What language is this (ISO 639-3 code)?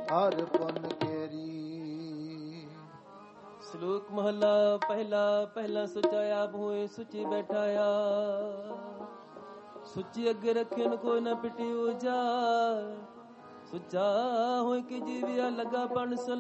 pan